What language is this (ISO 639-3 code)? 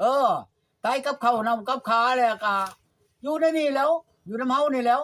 tts